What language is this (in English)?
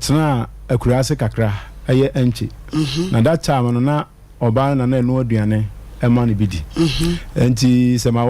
Akan